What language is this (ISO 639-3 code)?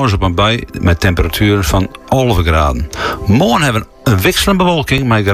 nld